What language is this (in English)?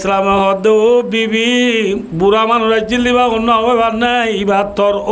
Rohingya